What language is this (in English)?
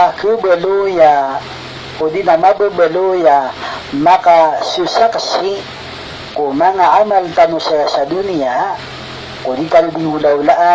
Maranao